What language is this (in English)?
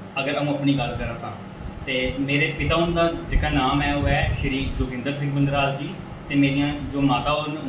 Dogri